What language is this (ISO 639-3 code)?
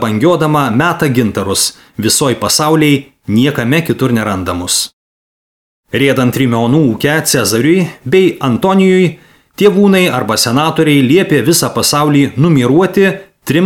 lit